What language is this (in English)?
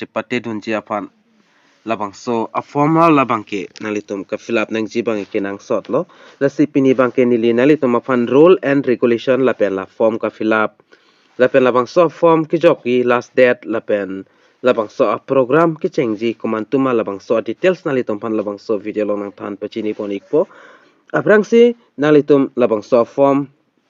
Karbi